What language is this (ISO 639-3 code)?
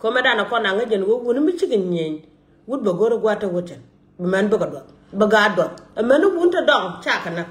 nus